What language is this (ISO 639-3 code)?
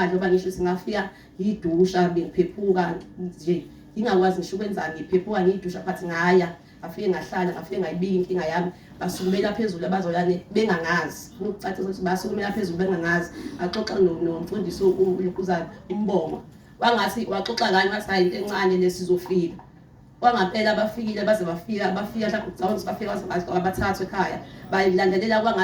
zul